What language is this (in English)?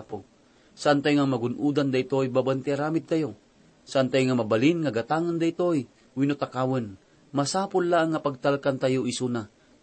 Iloko